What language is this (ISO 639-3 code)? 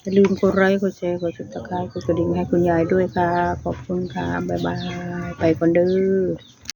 tts